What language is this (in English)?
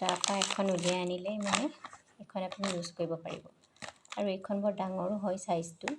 Assamese